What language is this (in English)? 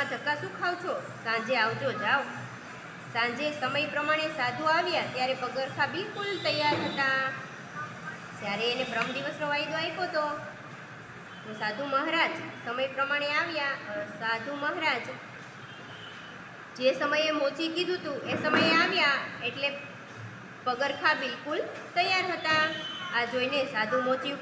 Gujarati